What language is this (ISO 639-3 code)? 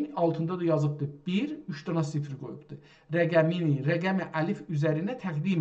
azb